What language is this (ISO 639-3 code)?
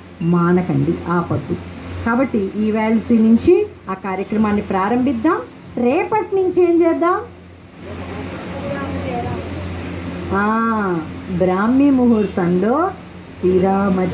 tel